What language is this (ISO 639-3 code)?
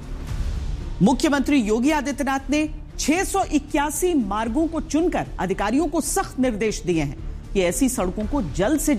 hin